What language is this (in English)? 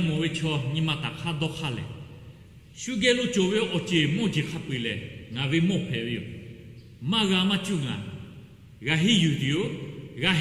Lahu